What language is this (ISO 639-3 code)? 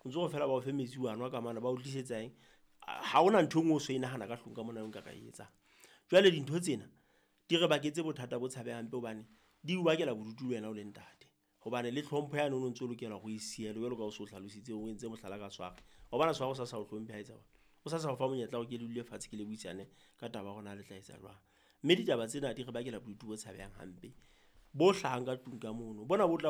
sot